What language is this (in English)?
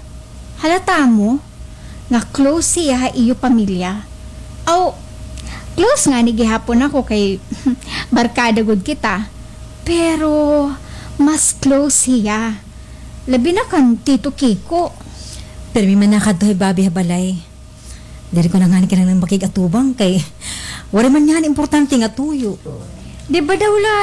Waray